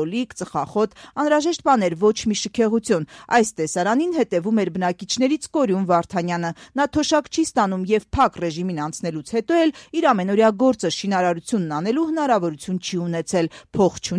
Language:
Armenian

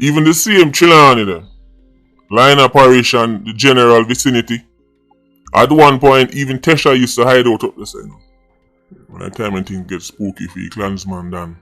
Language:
Jamaican Creole English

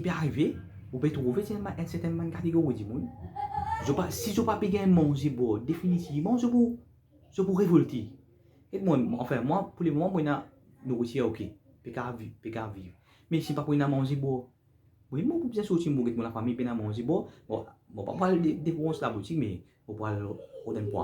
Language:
Morisyen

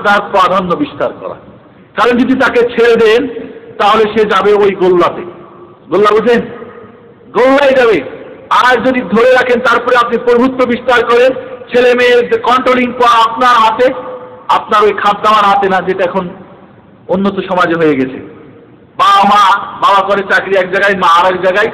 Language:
Bangla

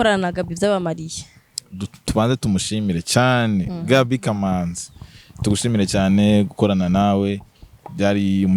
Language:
Rundi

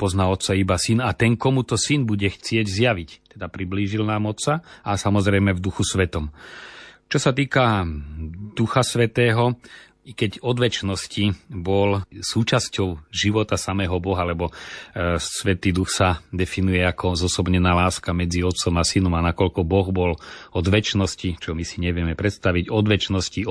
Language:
Slovak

